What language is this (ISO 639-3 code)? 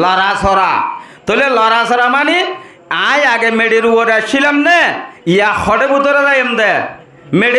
rhg